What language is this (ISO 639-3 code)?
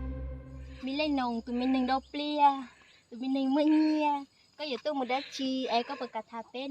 hmn